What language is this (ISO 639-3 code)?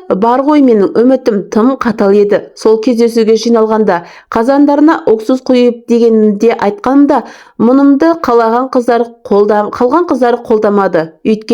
kaz